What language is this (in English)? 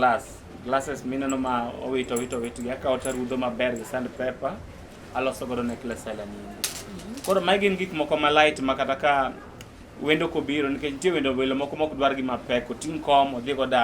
Luo (Kenya and Tanzania)